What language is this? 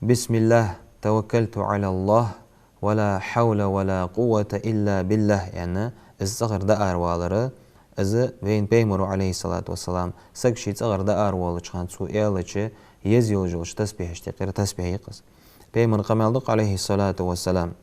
Ingush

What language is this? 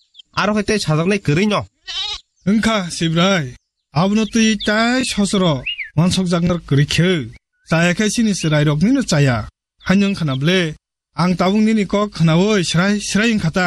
Kok Borok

